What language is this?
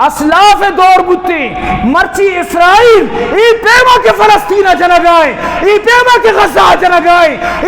Eastern Balochi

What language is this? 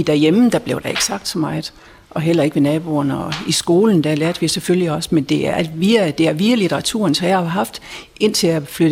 Danish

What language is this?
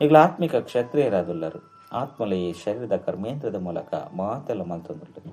Tulu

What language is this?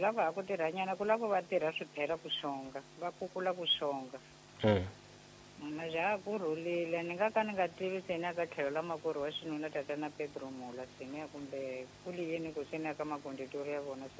Tsonga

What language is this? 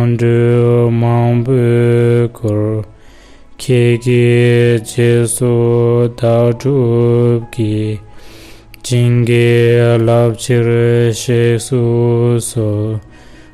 Tibetan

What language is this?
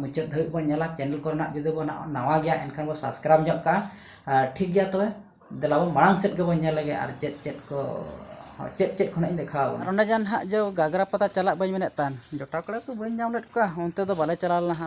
Santali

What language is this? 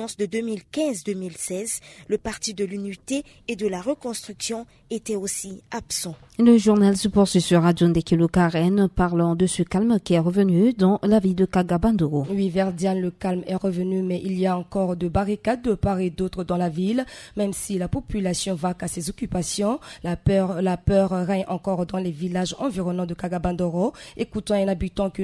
French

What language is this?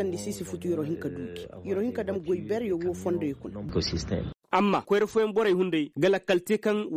Koyraboro Senni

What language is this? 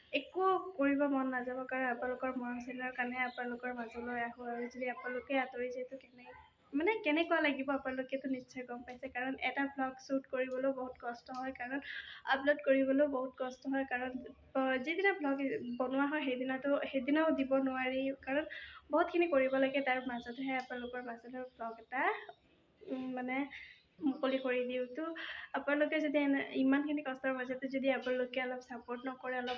Assamese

